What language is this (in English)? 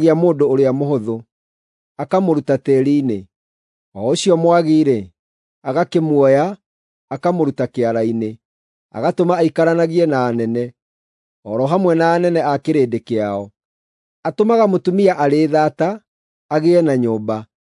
Kikuyu